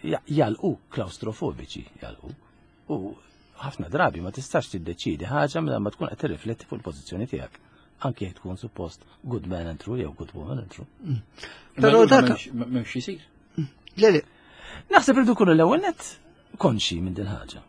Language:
Maltese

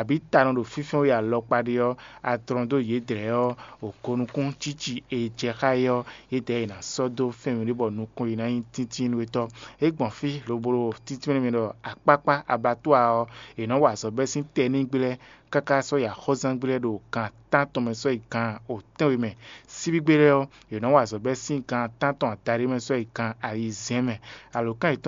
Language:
Fon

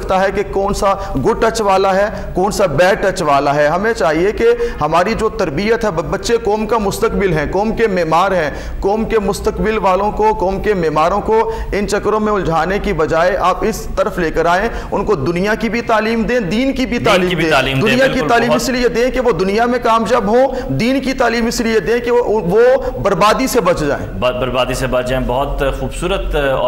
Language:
Urdu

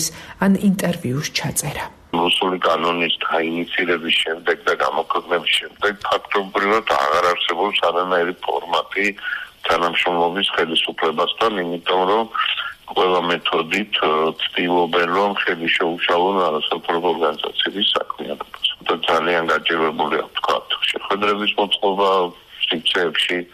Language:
Georgian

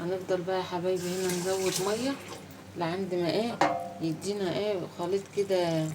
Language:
Egyptian Arabic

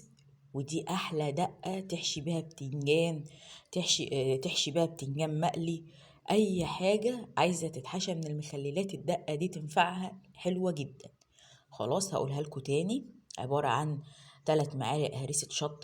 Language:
Egyptian Arabic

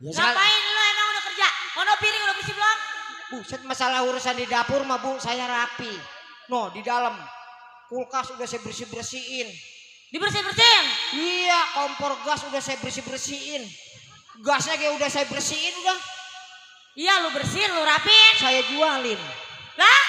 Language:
Betawi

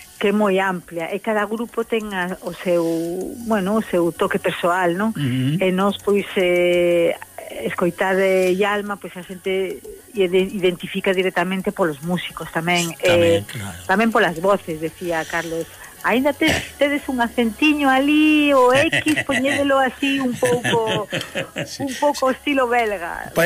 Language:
Galician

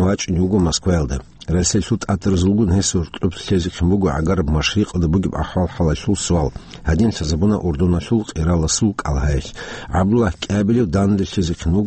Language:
Avaric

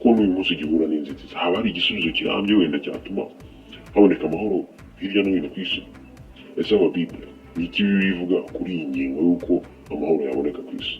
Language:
Kinyarwanda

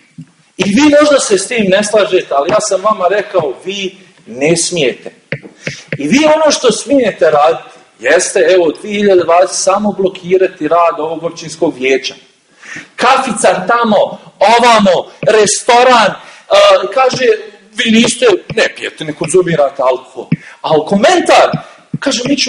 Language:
Bosnian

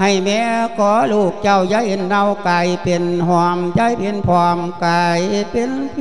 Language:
Lao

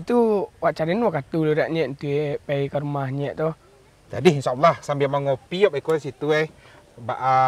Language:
Minangkabau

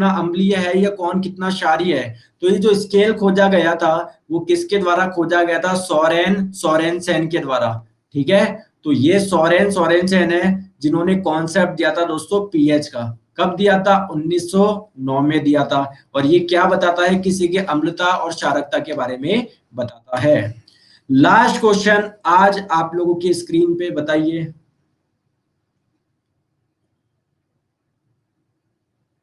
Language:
Hindi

